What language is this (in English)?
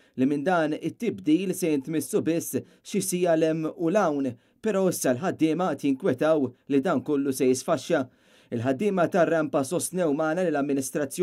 Maltese